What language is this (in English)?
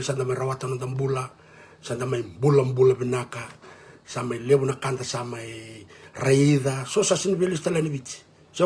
Fijian